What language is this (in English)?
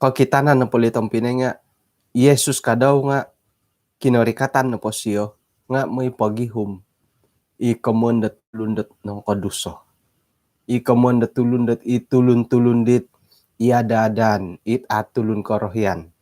Central Dusun